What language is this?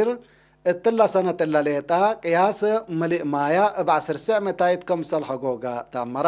Tigre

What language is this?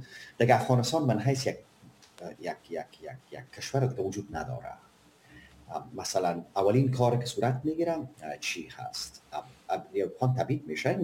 Persian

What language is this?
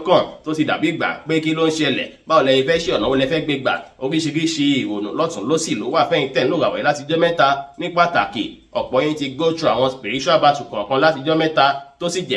Yoruba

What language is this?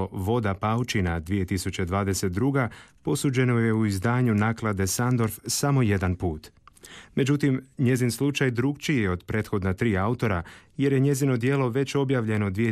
Croatian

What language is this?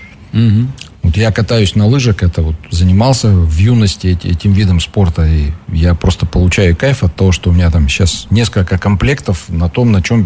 Russian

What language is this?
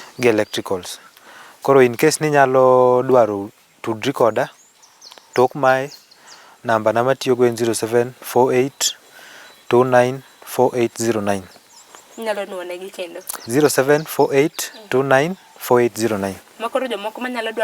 Luo (Kenya and Tanzania)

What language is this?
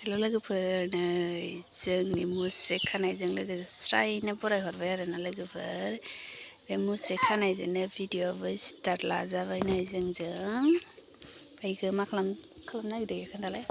Bodo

